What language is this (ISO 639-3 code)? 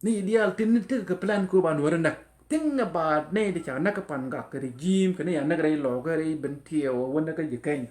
nus